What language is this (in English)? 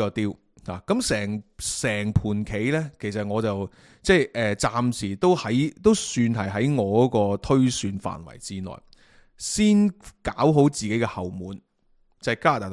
Cantonese